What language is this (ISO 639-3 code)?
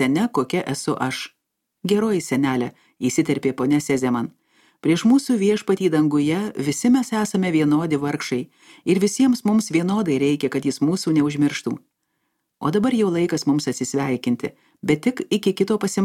lit